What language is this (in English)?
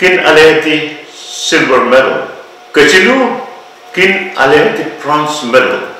Pohnpeian